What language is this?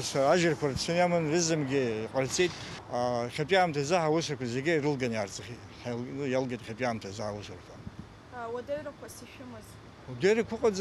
Abkhazian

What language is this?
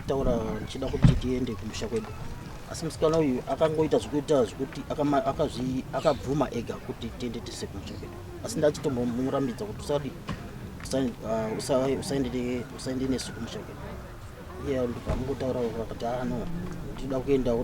Shona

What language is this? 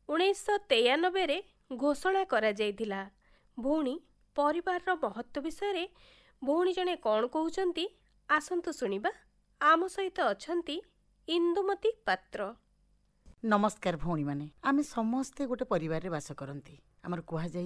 Odia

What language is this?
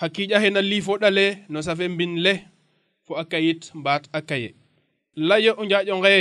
Serer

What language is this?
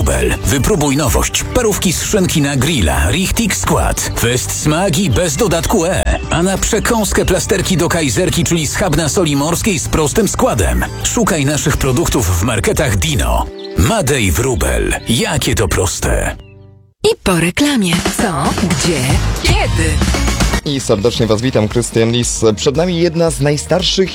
Polish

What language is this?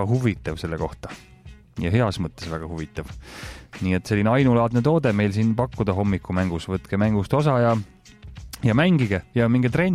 Estonian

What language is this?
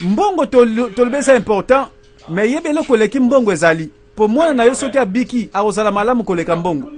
Lingala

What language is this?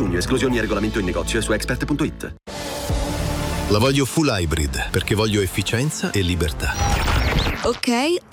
Italian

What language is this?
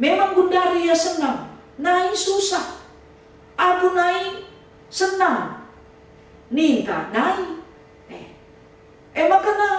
Batak Karo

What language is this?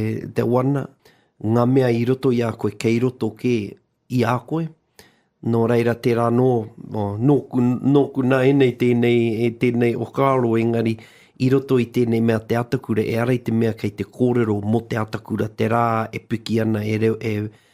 Māori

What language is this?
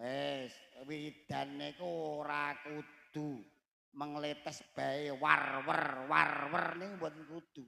Javanese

